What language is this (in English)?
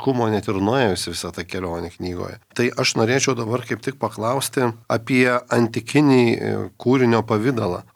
Lithuanian